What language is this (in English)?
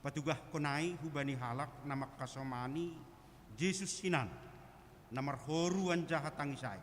Batak Simalungun